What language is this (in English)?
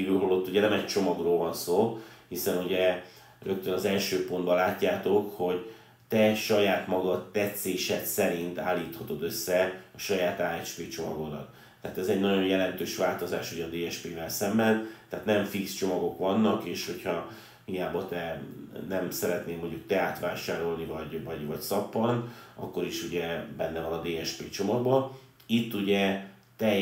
Hungarian